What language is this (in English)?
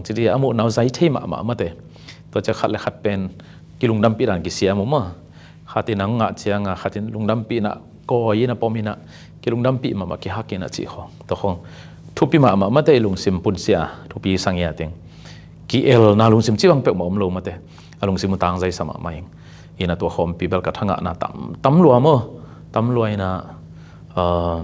Tedim Chin